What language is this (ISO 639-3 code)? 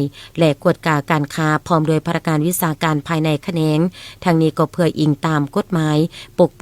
lao